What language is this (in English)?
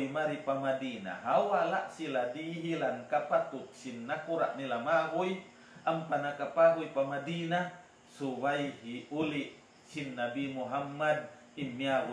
Tausug